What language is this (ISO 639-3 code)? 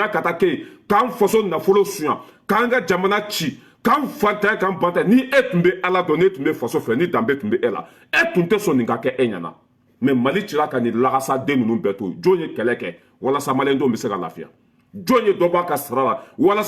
bam